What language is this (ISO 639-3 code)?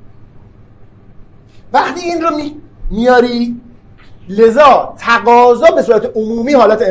fas